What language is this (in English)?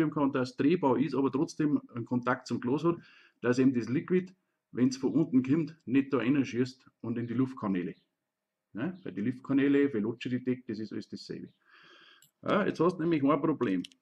Bavarian